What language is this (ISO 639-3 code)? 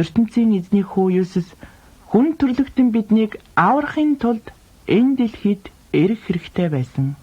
mon